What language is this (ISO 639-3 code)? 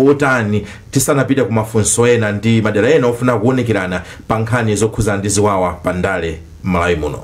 nya